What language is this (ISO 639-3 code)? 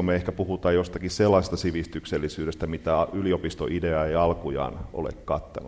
fin